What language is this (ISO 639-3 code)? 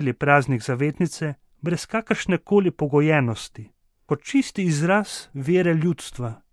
slv